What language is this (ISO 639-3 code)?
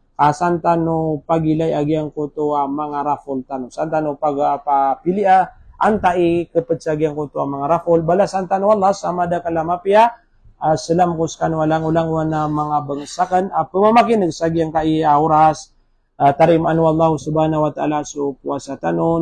mrw